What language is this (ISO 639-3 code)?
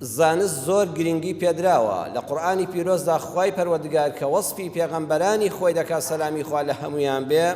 ckb